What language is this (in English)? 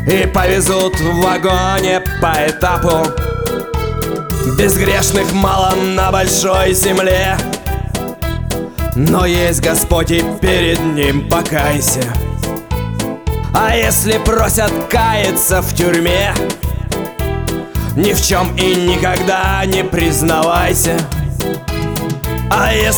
Russian